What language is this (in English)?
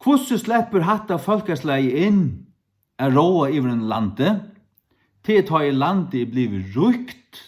Faroese